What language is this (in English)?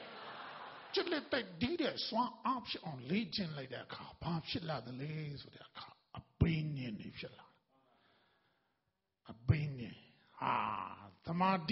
Burmese